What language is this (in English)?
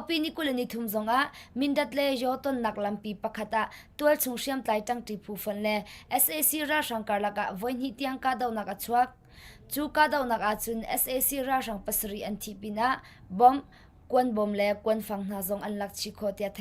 Hakha Chin